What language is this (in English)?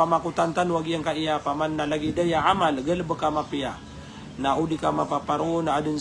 Maranao